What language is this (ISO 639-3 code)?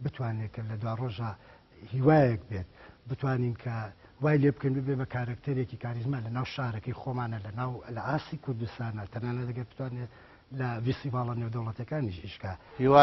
ckb